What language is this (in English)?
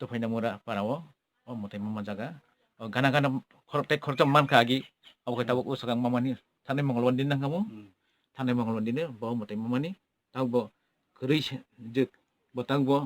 Kok Borok